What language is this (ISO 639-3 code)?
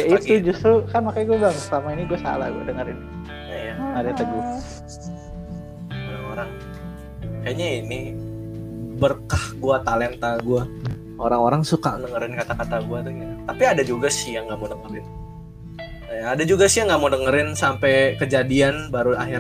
ind